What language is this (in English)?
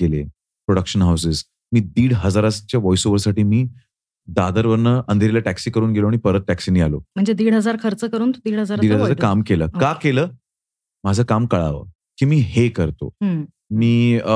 Marathi